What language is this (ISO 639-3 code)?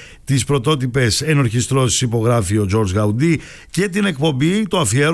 ell